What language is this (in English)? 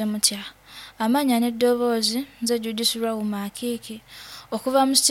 Nyoro